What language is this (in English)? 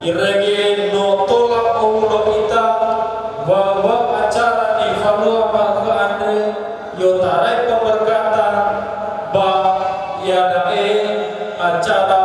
Nias